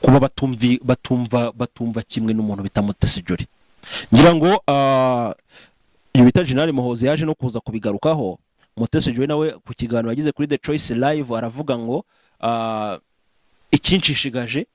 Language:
Kinyarwanda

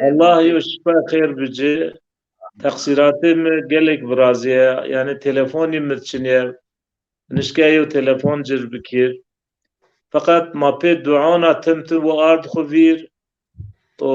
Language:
Zaza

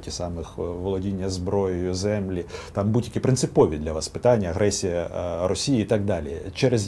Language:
Ukrainian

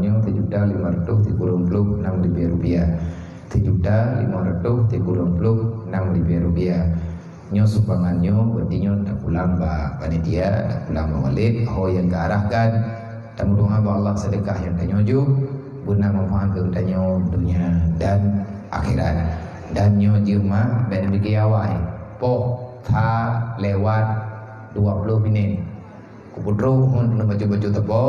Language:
Achinese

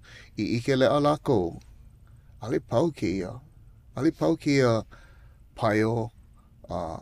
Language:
Hawaiian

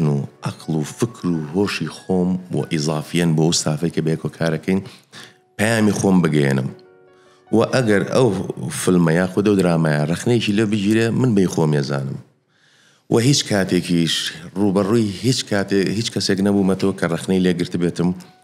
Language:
Central Kurdish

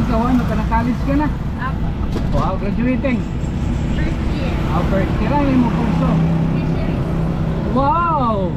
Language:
Waray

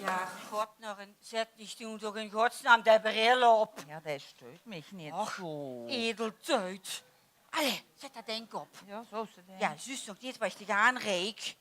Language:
Limburgish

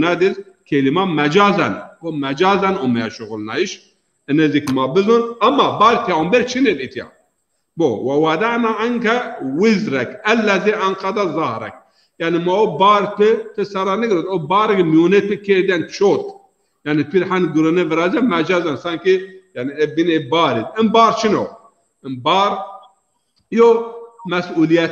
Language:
Zaza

